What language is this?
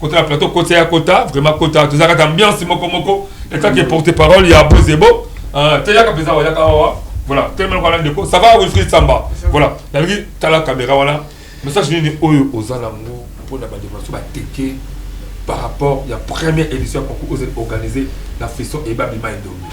Lingala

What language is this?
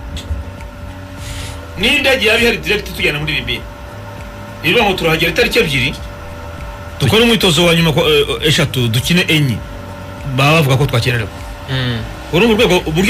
Kinyarwanda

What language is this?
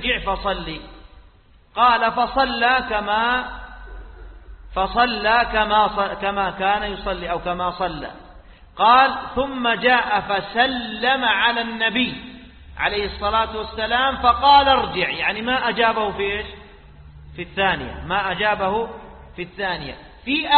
Arabic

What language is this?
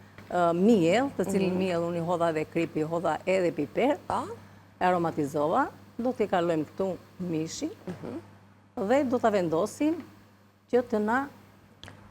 Albanian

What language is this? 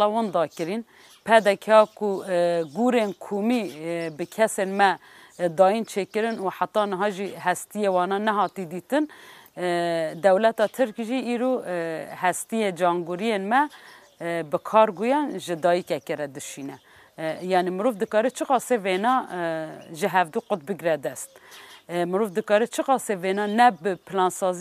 Kurdish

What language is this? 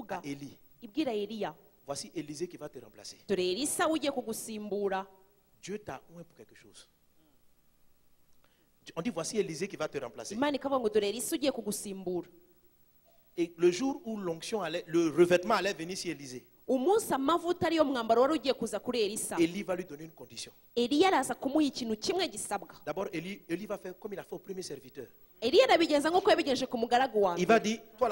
Kinyarwanda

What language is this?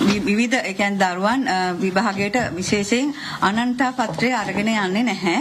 Sinhala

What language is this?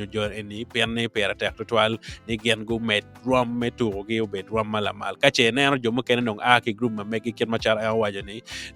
Acoli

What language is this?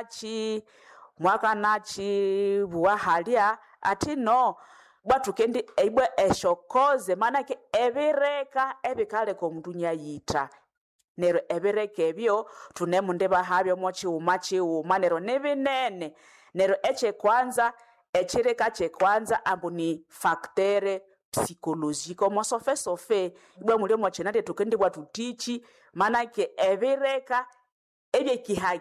Nande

